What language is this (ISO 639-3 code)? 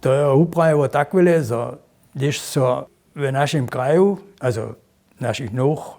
hsb